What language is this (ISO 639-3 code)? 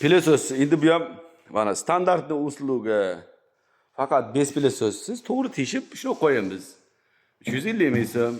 uzb